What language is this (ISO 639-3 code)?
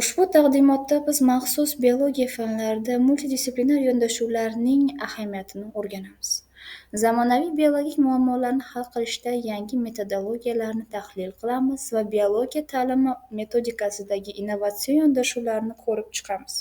uzb